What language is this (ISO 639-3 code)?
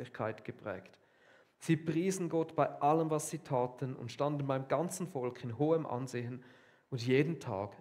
gsw